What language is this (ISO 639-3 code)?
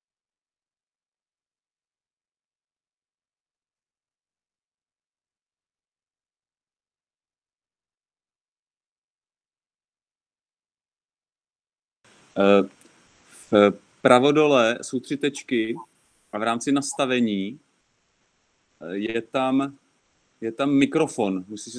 ces